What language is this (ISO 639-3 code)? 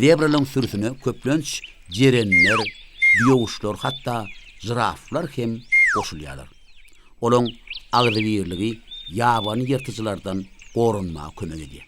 tuk